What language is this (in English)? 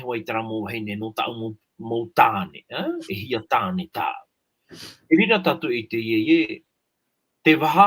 Tahitian